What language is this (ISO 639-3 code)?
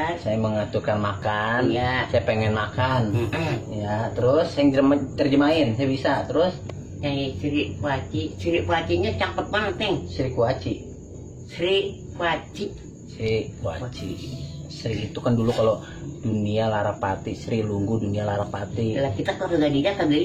bew